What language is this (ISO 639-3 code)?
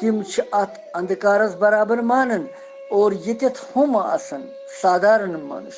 kas